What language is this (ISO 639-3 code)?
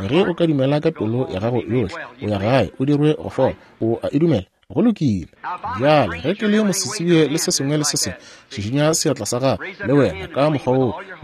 nso